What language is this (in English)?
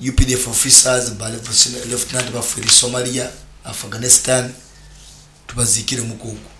Nyoro